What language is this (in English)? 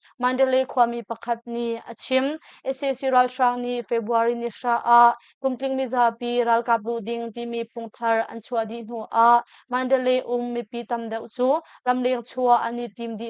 Hakha Chin